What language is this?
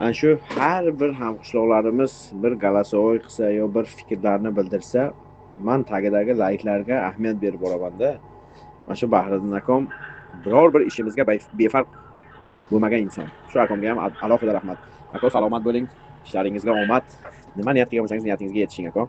Uzbek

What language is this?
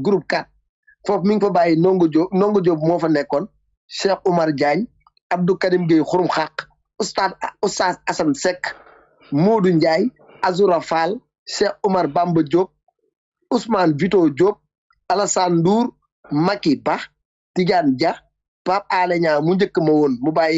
Wolof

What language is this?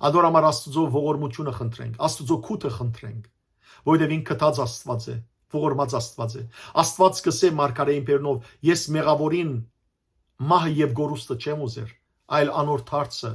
Western Armenian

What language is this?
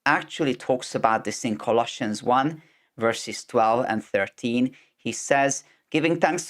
English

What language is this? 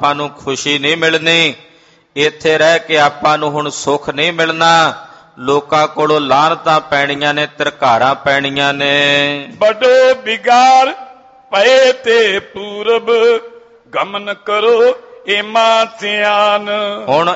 Punjabi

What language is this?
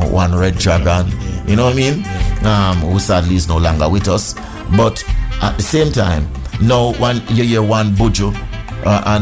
English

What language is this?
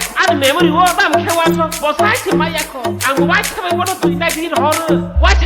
Kok Borok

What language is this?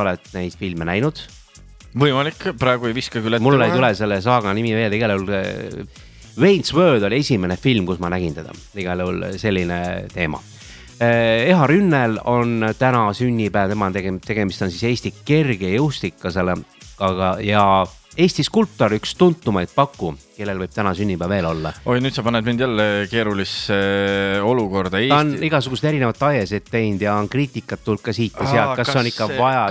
Estonian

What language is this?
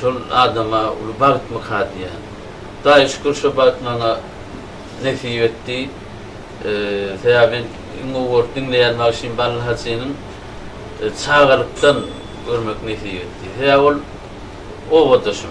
Turkmen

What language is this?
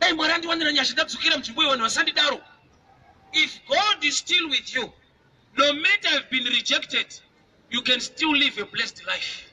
Shona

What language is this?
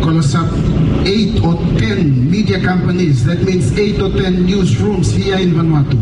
Bislama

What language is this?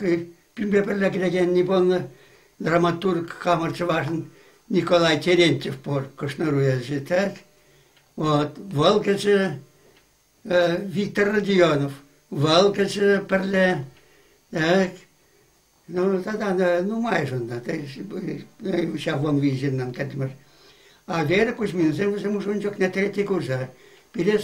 Chuvash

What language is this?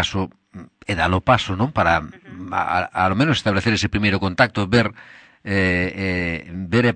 Galician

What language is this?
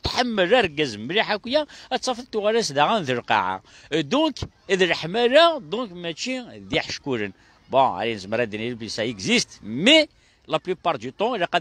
Kabyle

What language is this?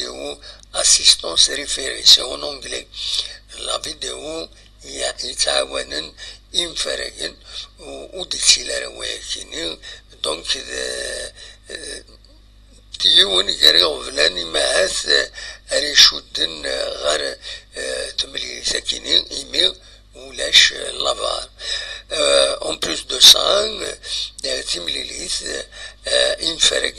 Kabyle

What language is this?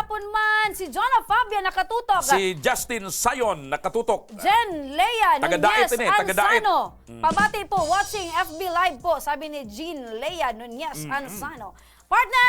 Bikol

